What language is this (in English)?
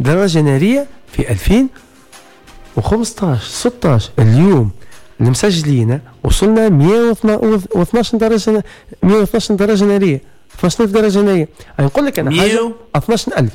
Tunisian Arabic